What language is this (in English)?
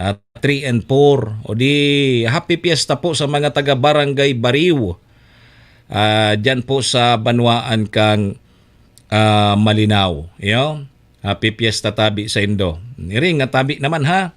Bikol